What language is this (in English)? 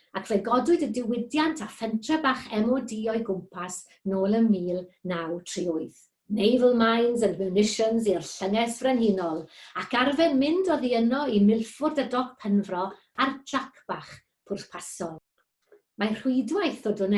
Welsh